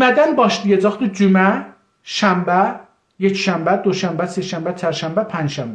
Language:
South Azerbaijani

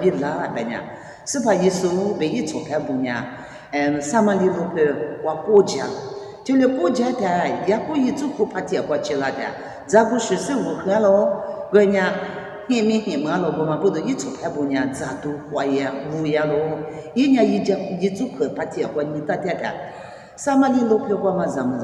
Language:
Lisu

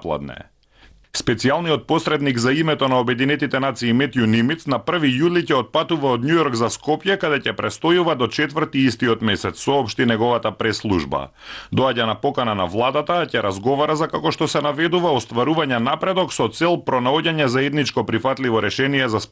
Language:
Macedonian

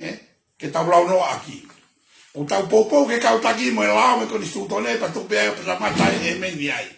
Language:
Tongan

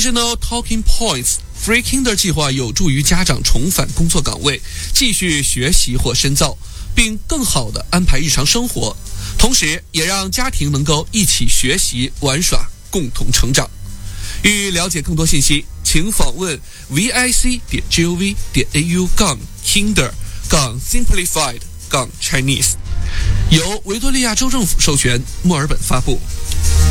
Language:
Chinese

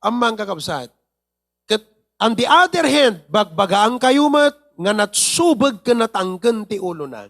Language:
Iloko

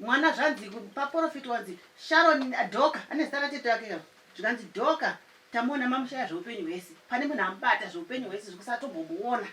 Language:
Shona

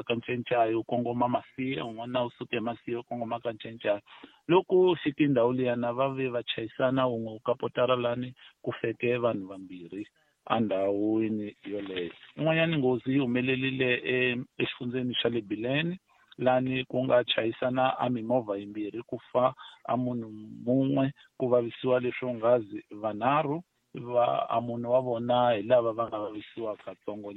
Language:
Tsonga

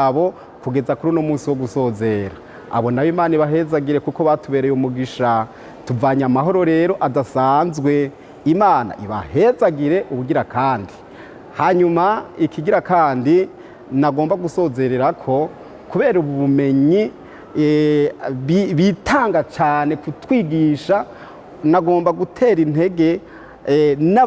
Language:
Rundi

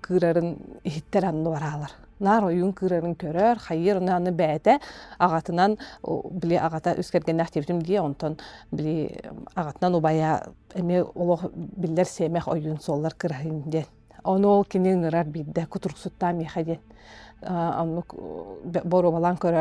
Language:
Yakut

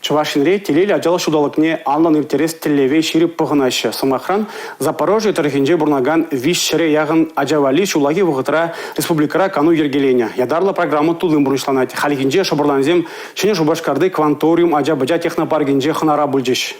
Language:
Chuvash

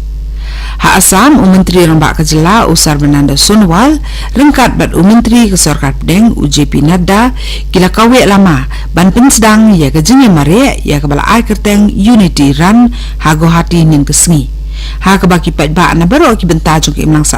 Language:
Khasi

